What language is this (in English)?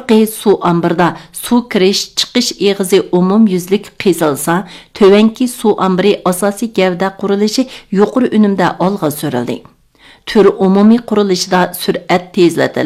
Uyghur